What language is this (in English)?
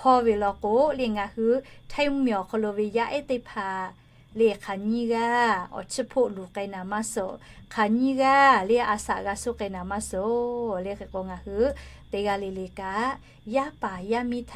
Lahu